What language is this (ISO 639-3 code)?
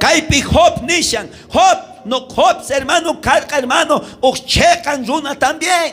quh